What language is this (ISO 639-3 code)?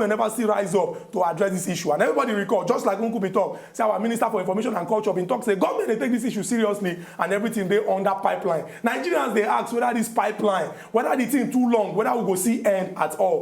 pcm